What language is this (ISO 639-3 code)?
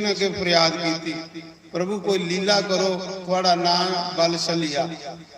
doi